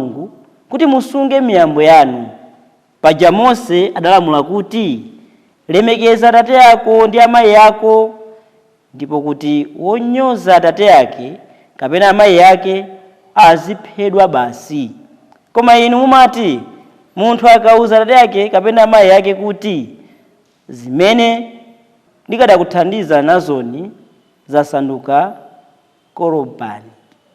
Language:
Nyanja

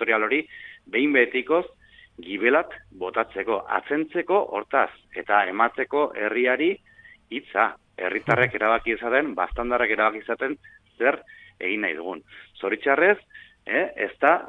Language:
Basque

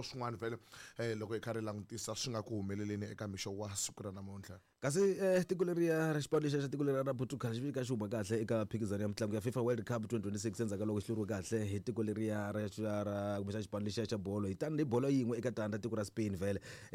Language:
Tsonga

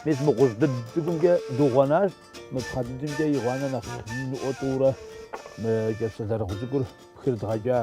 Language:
Kabardian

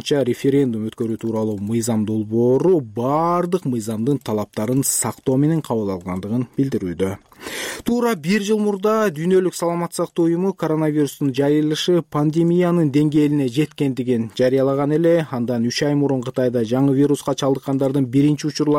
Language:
Kyrgyz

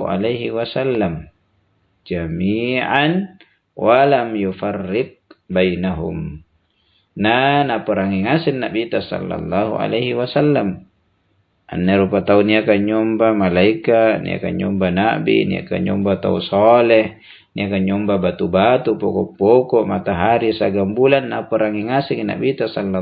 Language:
Makasar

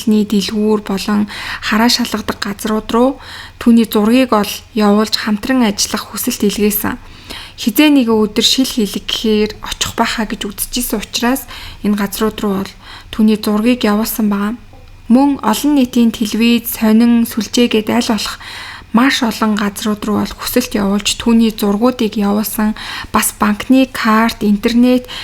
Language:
Mongolian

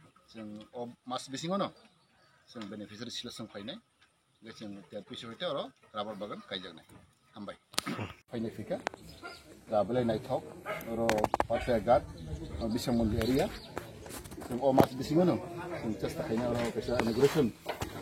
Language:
Kok Borok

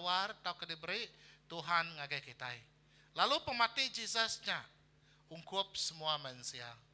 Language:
Iban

